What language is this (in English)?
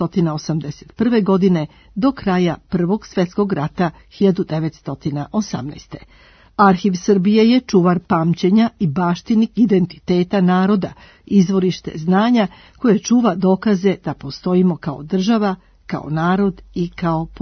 Serbian